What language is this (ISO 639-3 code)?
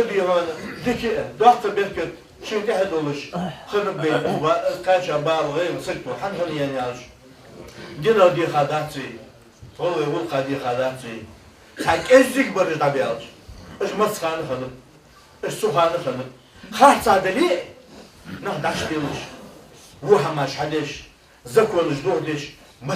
inh